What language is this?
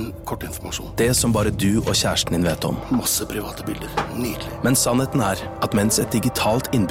Norwegian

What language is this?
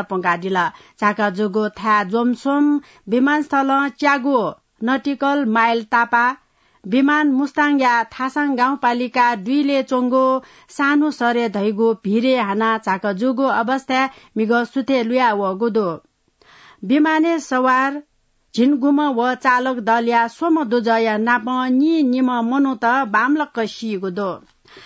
Newari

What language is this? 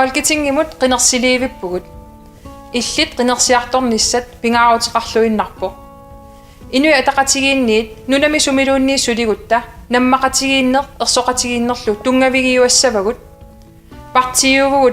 Kalaallisut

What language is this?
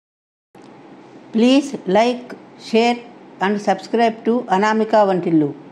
Telugu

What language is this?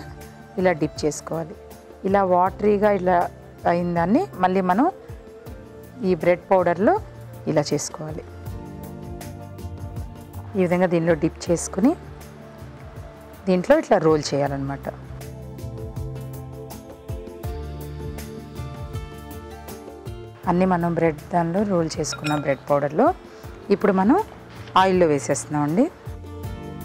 Telugu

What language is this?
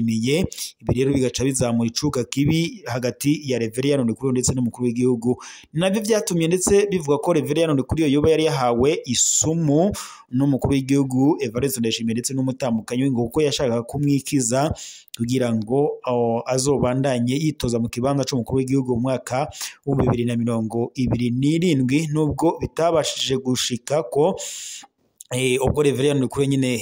Rundi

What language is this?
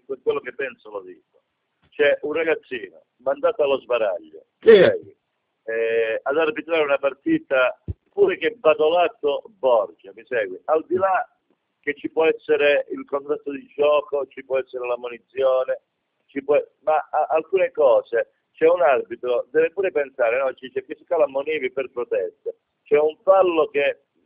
Italian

